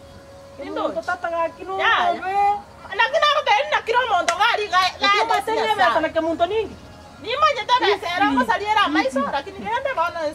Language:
Gusii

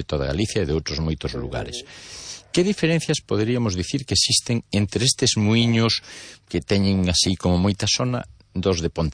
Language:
Galician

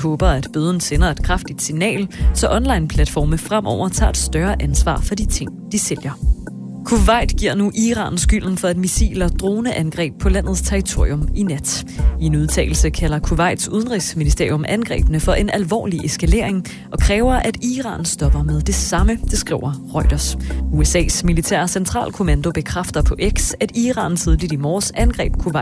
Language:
Danish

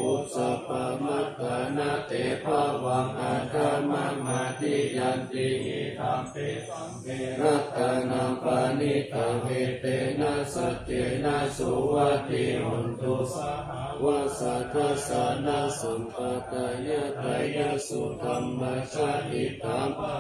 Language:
Pali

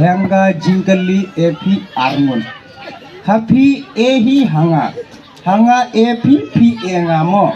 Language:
Khasi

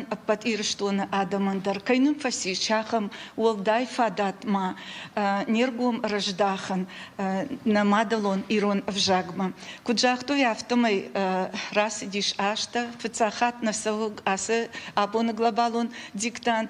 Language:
Ossetic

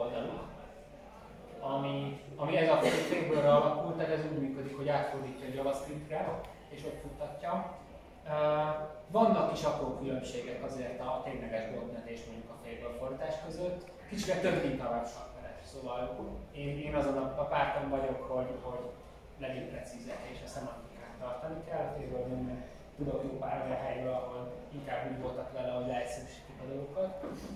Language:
Hungarian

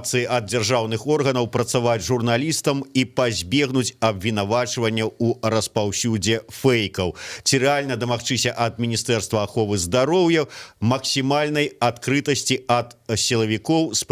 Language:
Belarusian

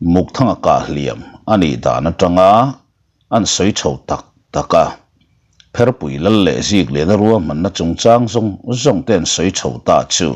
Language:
Mizo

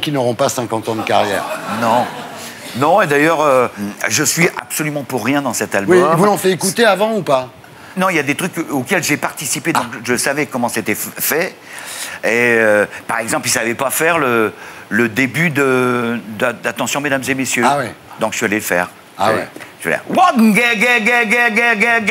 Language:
French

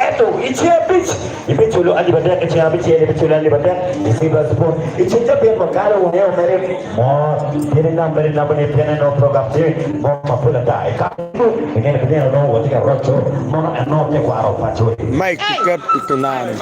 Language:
Acoli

